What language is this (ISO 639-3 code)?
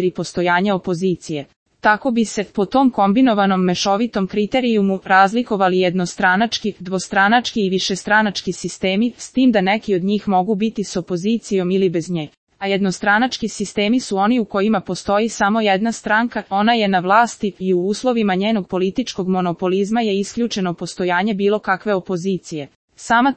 srp